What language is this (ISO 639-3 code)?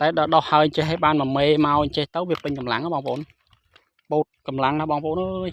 khm